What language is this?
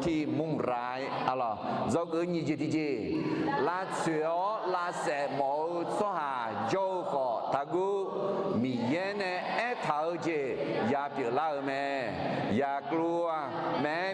Akha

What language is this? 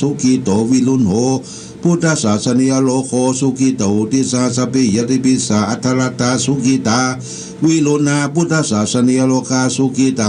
Pali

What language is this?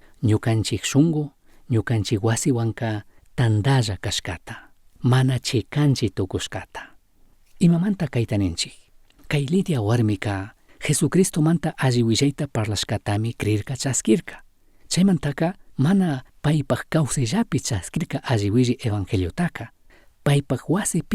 Chimborazo Highland Quichua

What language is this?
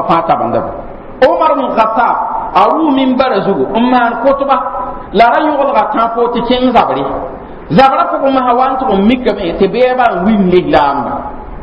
Mossi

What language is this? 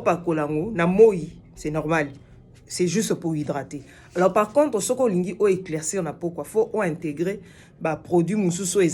Lingala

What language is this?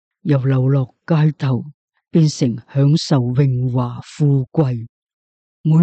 Cantonese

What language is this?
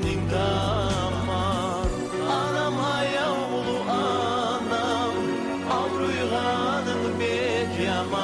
Kumyk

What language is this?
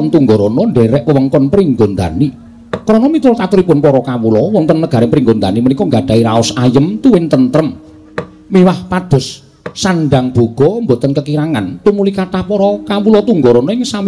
Javanese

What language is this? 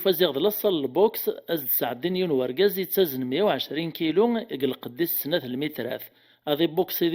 Kabyle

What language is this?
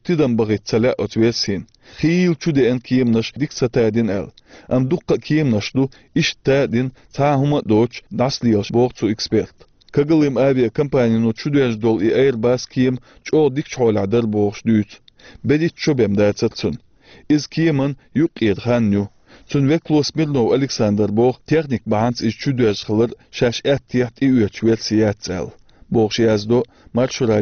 Chechen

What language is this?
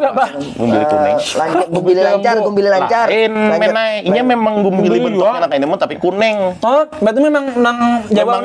Banjar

